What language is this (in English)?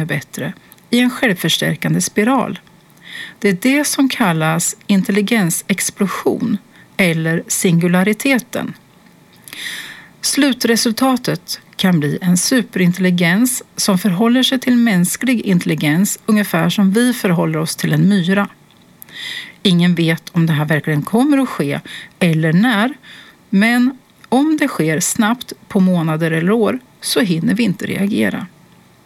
Swedish